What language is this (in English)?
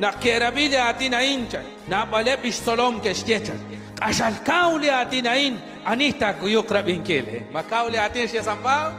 Kekchí